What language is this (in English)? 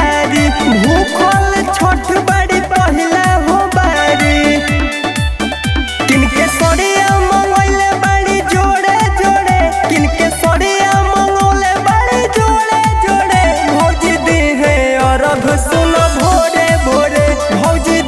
Bhojpuri